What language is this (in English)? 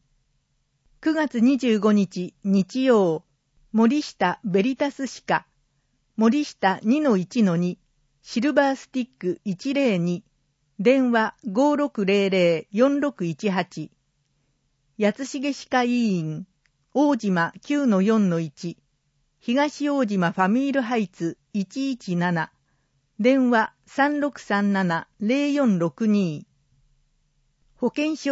Japanese